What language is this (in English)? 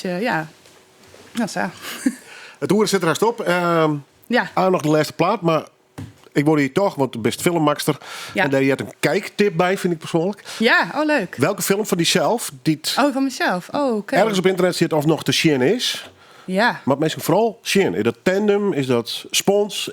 Western Frisian